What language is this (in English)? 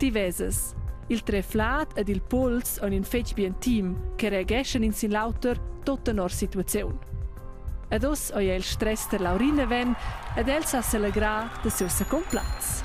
Romansh